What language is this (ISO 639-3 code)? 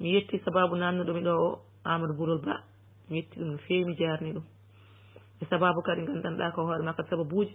ful